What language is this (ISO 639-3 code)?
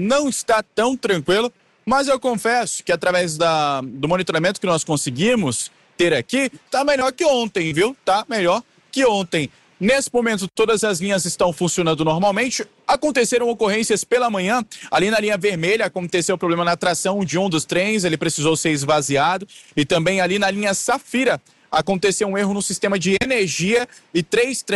por